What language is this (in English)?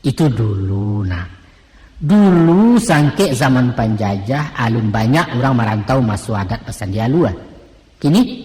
Minangkabau